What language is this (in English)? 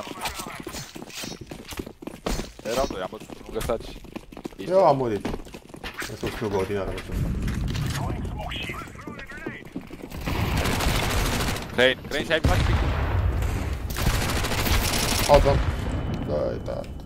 Romanian